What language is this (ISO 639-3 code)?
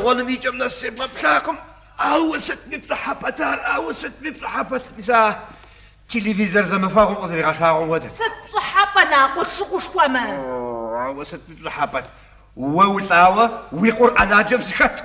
kbd